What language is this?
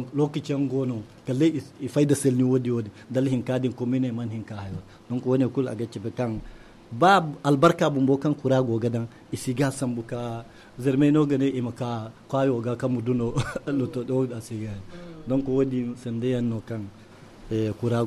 Zarma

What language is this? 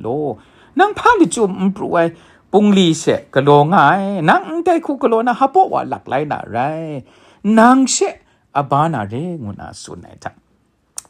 Kachin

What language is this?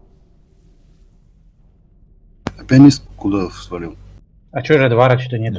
Russian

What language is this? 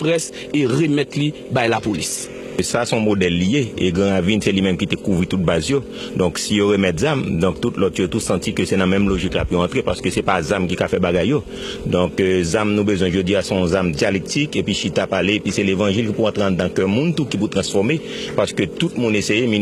Haitian Creole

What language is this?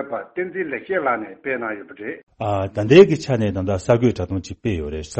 Tibetan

